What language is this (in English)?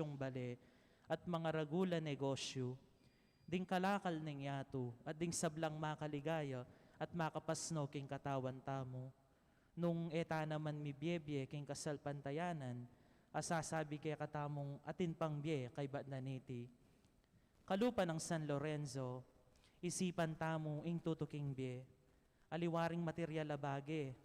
Pampanga